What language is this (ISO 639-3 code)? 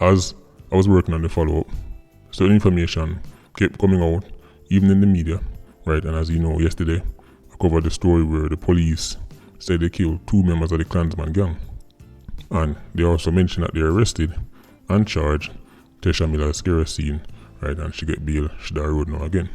jam